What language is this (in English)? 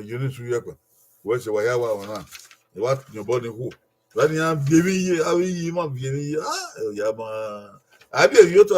Bini